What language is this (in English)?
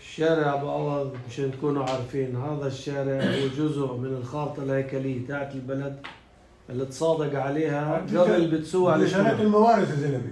North Levantine Arabic